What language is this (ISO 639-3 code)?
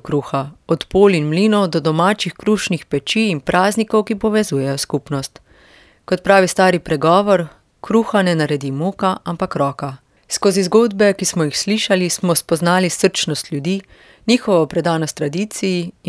slv